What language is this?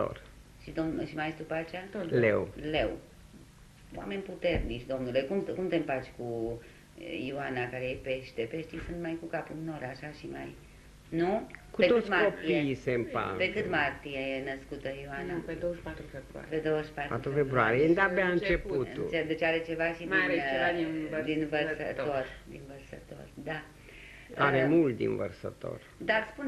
Romanian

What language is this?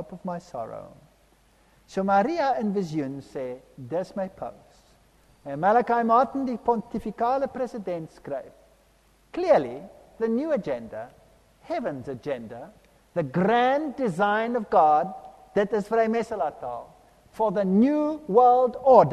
Afrikaans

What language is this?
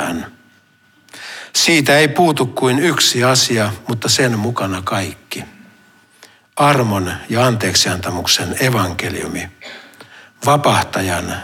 Finnish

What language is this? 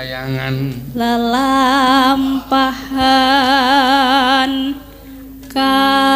Javanese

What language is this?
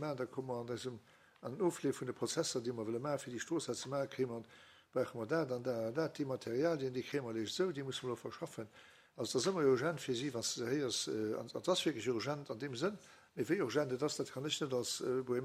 Luxembourgish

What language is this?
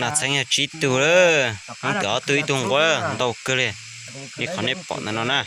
Hmong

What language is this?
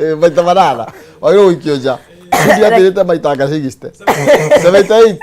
Kikuyu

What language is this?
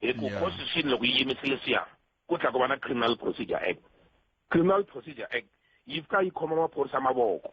Tsonga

